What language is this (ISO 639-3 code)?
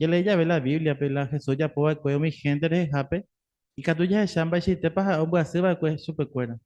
grn